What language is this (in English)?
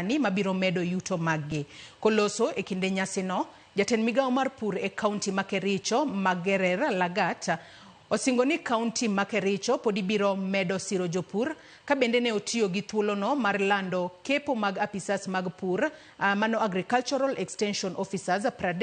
Luo (Kenya and Tanzania)